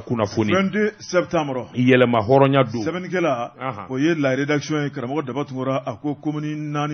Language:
Bambara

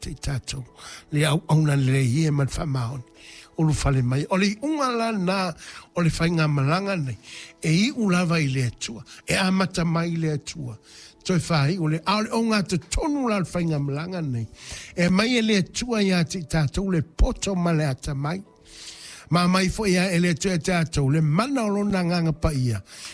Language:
Samoan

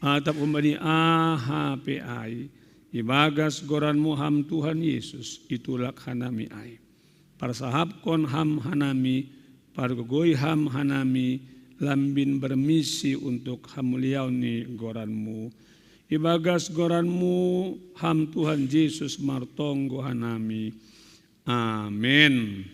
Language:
Batak Simalungun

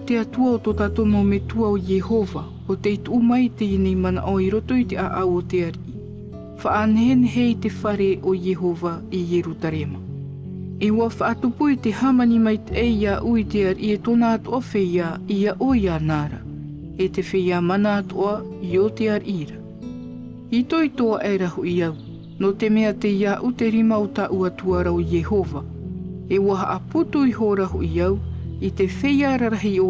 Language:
Tahitian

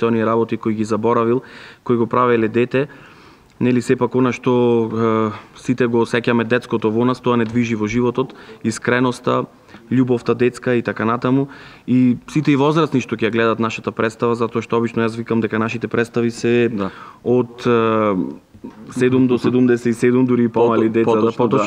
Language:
Macedonian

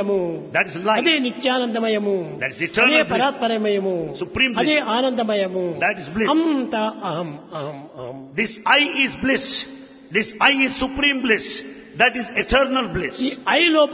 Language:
Telugu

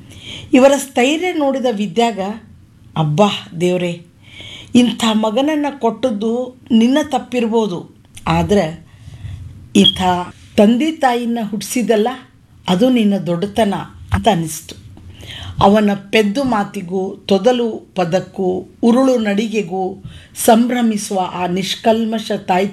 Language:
Kannada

